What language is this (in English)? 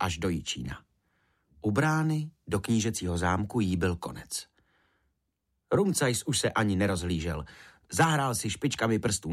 Czech